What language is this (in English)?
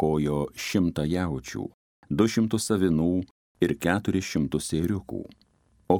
Lithuanian